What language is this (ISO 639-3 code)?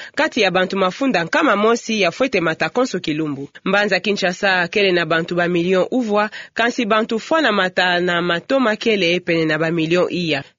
ktu